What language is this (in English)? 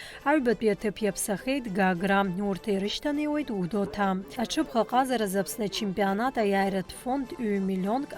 Abkhazian